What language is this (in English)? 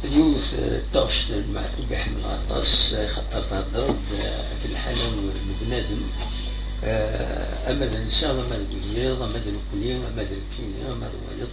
Kabyle